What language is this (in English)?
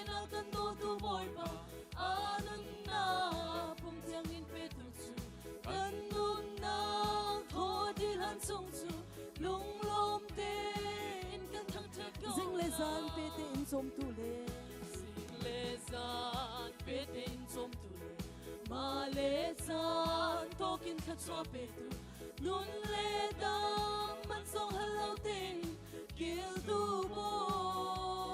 Hakha Chin